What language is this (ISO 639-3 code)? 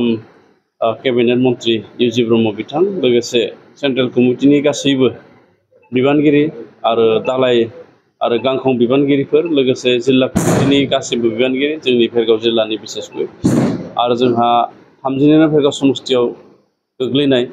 brx